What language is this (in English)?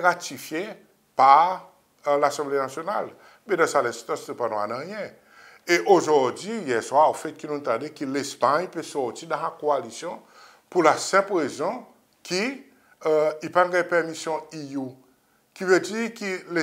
Seselwa Creole French